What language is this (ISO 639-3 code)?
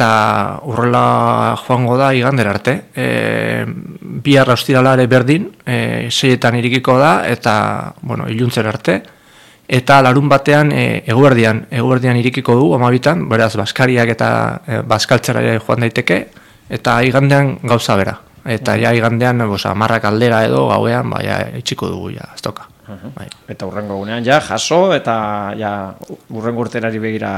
eus